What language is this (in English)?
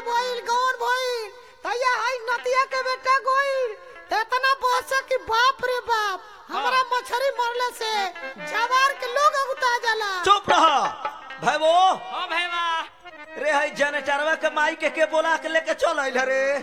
Bhojpuri